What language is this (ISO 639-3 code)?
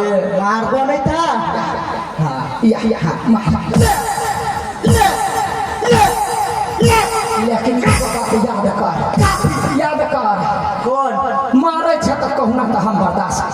mai